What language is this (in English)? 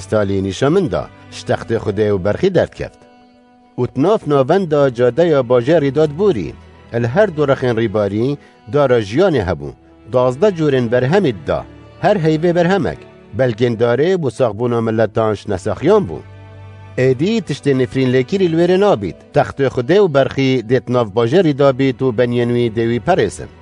Kurdish